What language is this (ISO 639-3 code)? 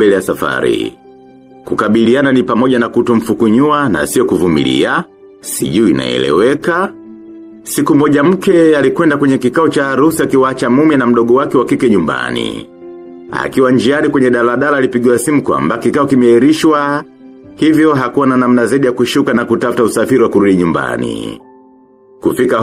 swa